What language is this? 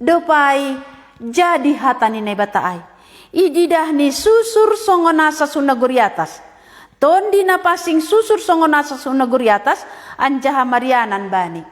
Batak Simalungun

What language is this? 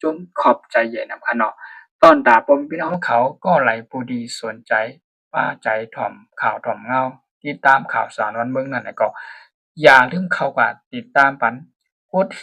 Shan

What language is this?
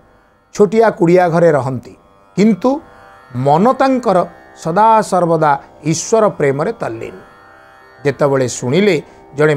Odia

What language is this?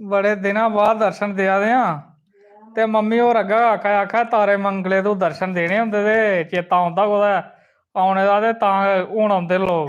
Dogri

